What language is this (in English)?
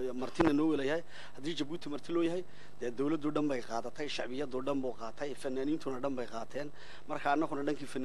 Somali